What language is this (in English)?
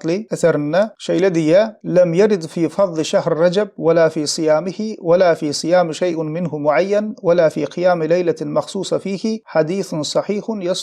Turkmen